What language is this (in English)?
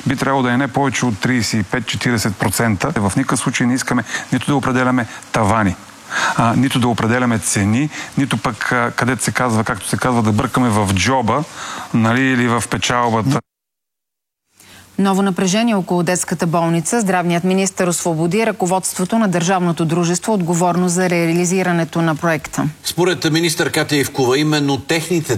Bulgarian